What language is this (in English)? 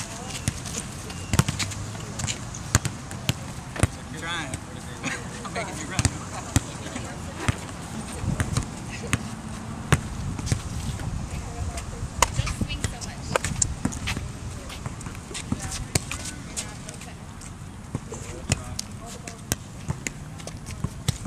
English